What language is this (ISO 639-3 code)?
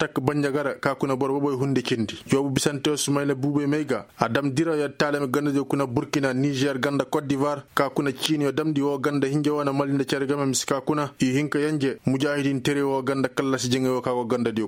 ses